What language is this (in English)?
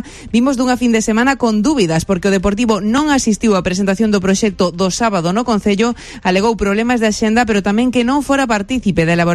Galician